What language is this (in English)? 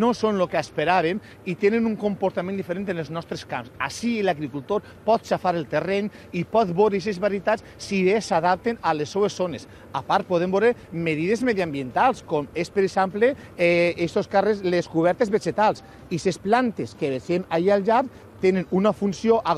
Catalan